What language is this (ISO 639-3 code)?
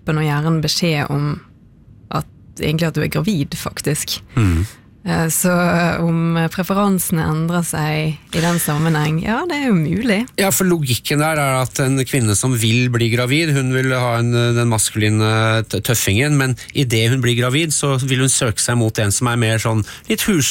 nor